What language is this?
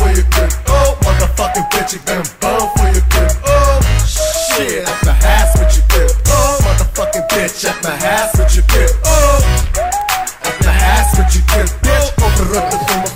Dutch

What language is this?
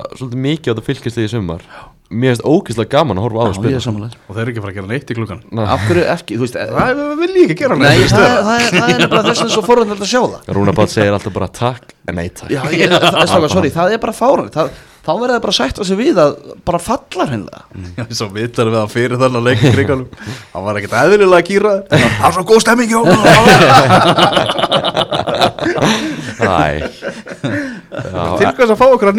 Icelandic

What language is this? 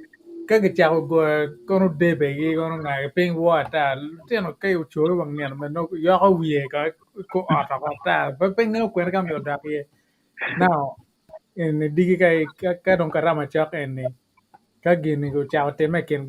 Acoli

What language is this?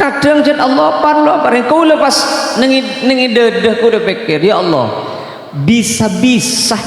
Madurese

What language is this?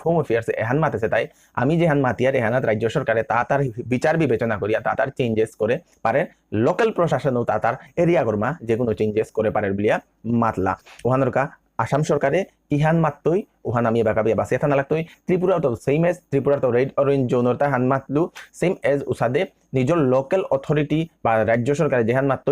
Bishnupriya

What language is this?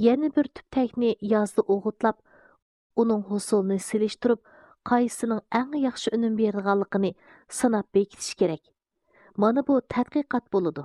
Uyghur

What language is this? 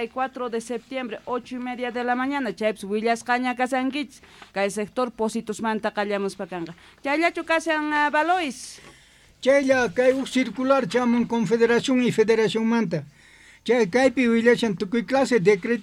Quechua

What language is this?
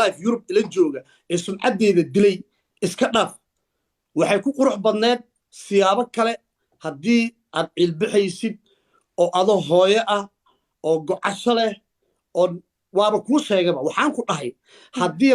Somali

